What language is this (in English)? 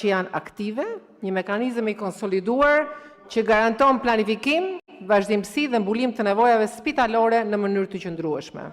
Albanian